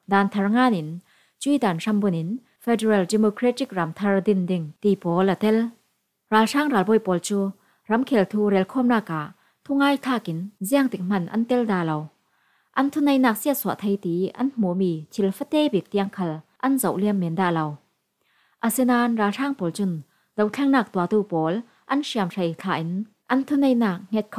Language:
Falam Chin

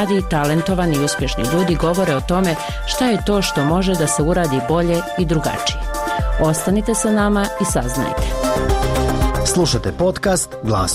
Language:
Bosnian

